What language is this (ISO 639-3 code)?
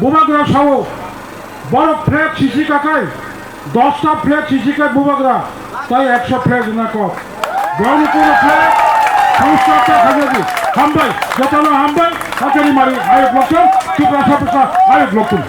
trp